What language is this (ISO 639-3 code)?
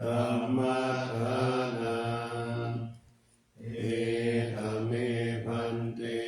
pli